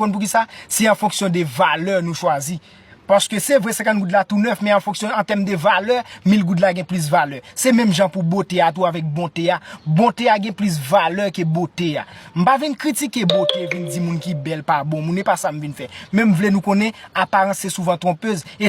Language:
Haitian Creole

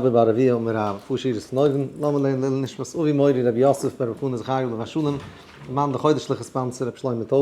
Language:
Yiddish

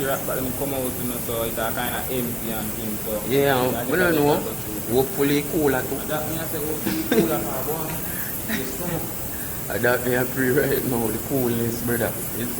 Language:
Jamaican Creole English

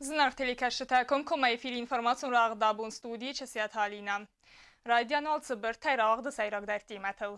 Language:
Ossetic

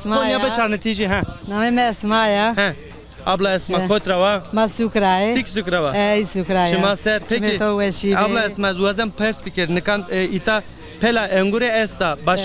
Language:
Zaza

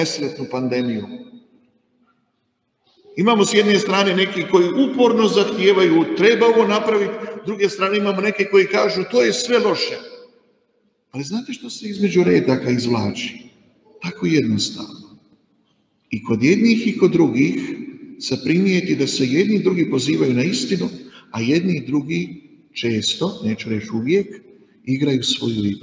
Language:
Croatian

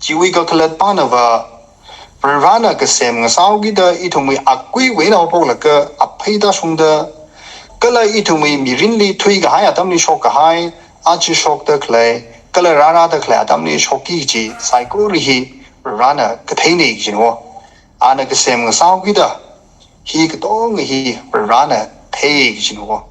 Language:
Tangkhul Naga (India)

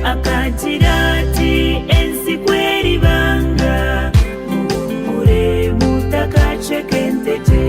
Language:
Nyankole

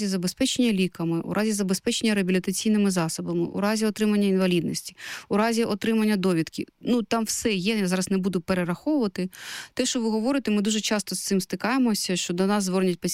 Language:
Ukrainian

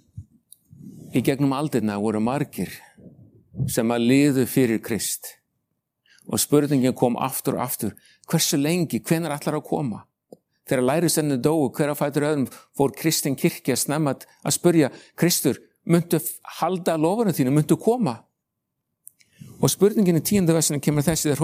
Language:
Icelandic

